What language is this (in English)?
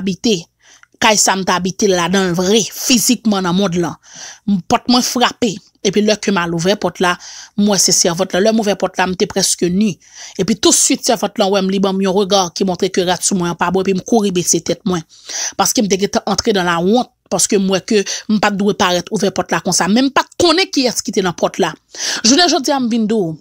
Haitian Creole